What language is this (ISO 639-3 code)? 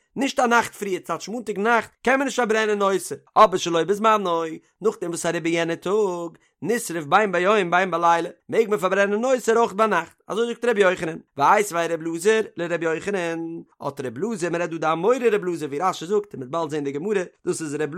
yid